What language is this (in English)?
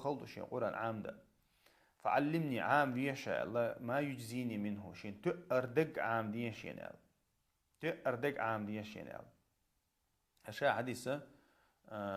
Chechen